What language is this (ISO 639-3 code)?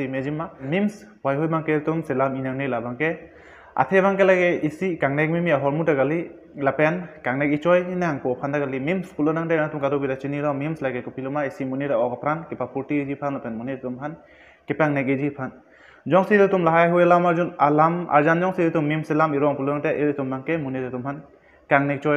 mjw